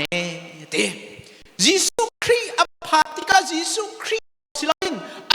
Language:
Hakha Chin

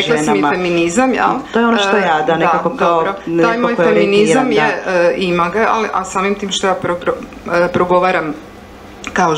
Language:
Croatian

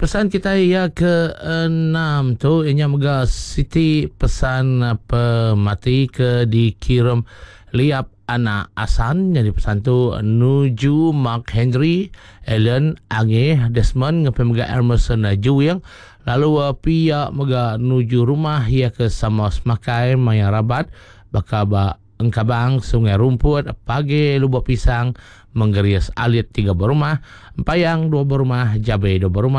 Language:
Iban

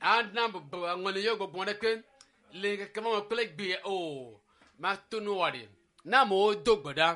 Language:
Ewe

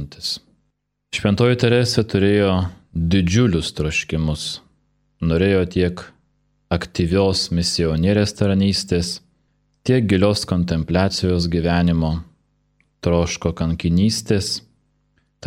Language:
Lithuanian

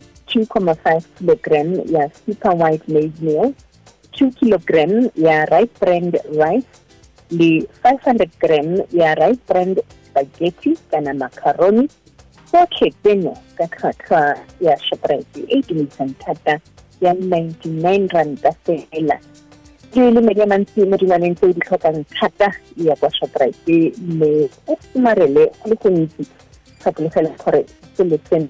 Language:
Tswana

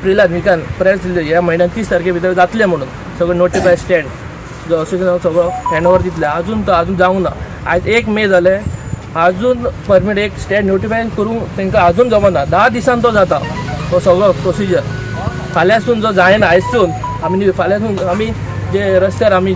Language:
Konkani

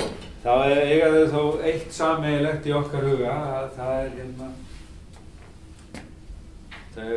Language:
Icelandic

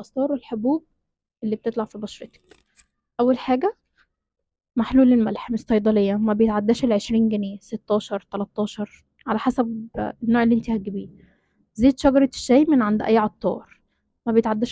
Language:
Egyptian Arabic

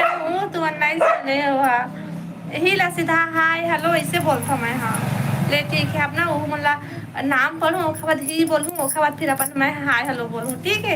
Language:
Chhattisgarhi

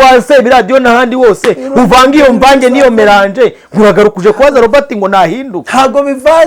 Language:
Kinyarwanda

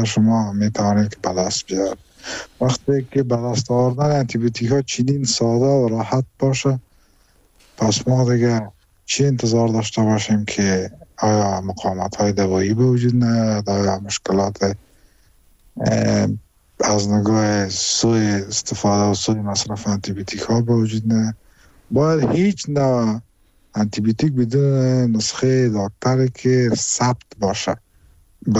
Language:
Persian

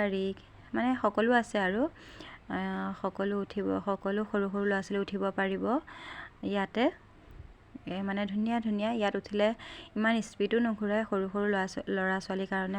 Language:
Assamese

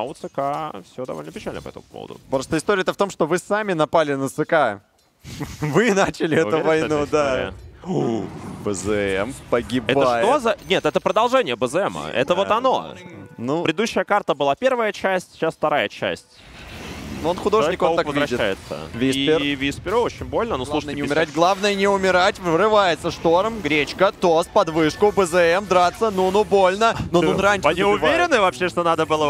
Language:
Russian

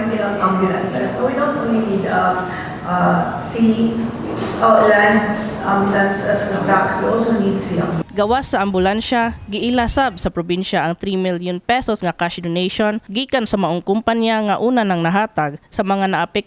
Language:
Cebuano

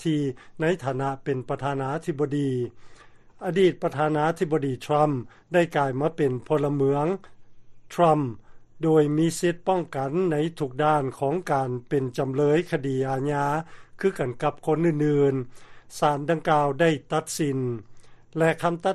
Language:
Lao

